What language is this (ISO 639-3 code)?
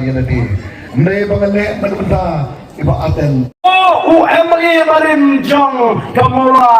kha